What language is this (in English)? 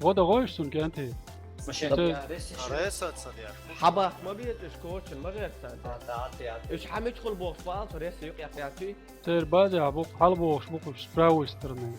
Chechen